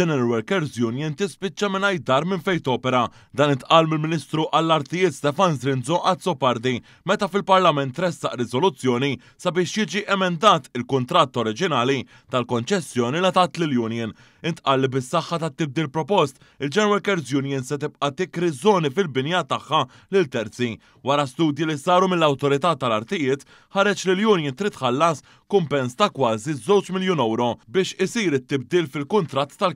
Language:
Maltese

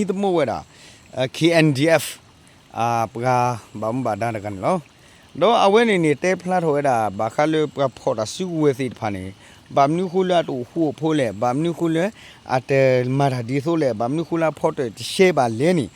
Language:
S'gaw Karen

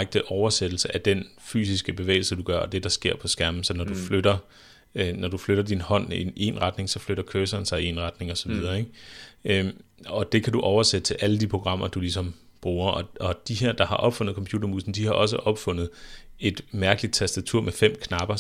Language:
Danish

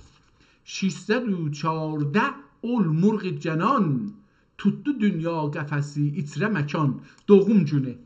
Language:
South Azerbaijani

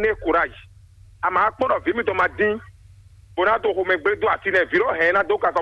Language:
Fon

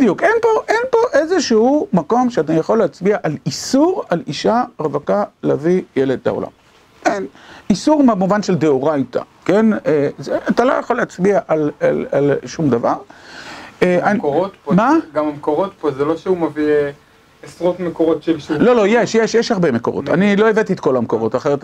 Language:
Hebrew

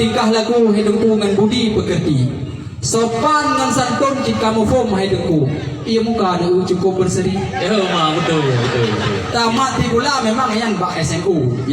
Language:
Achinese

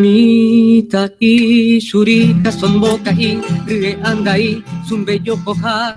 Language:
Guarani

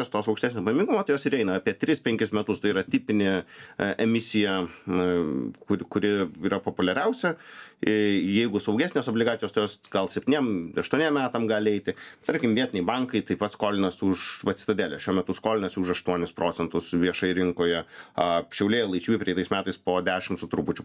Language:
Lithuanian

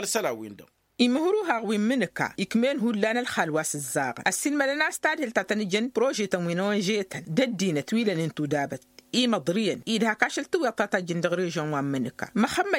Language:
Tamasheq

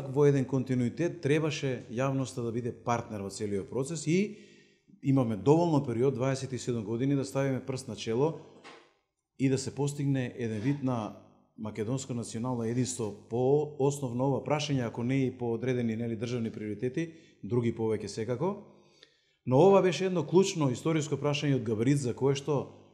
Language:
Macedonian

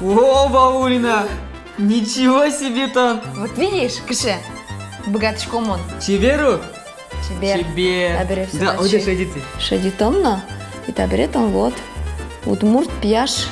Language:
Udmurt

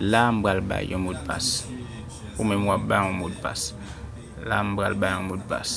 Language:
Haitian Creole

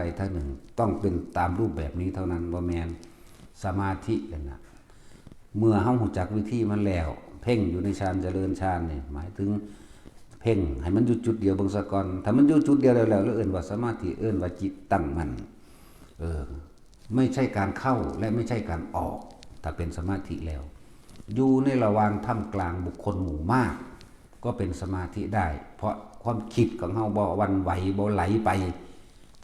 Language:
Northeastern Thai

